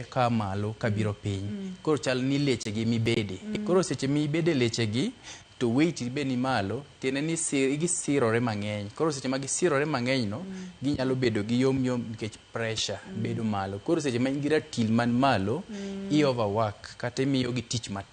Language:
Luo (Kenya and Tanzania)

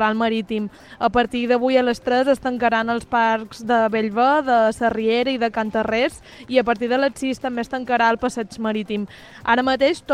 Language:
Catalan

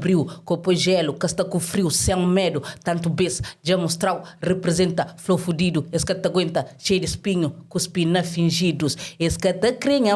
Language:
Kabuverdianu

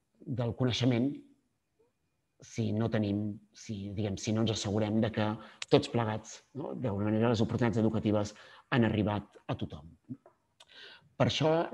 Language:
Catalan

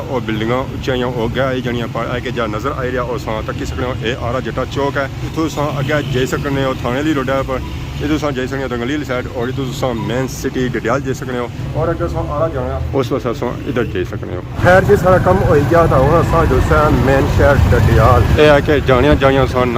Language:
Pahari-Potwari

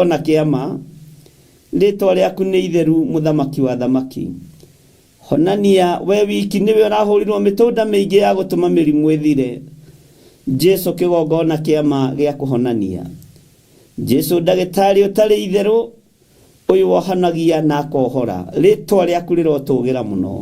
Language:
Kikuyu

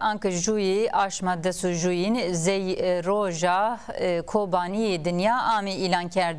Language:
Zaza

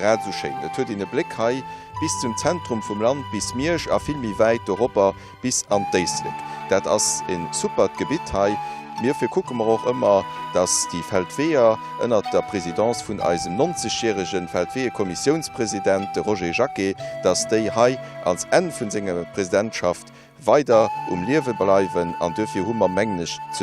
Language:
Luxembourgish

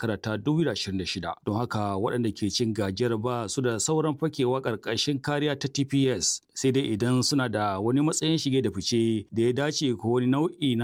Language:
Hausa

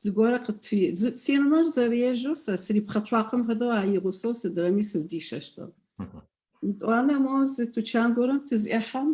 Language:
Adyghe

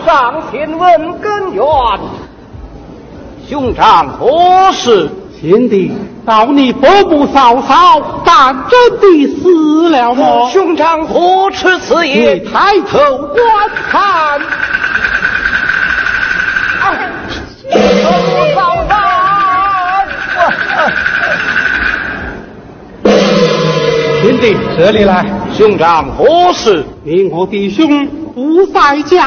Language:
Chinese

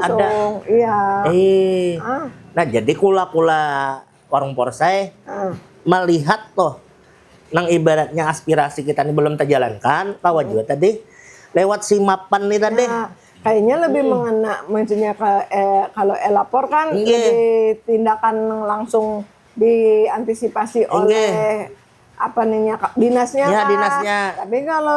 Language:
Banjar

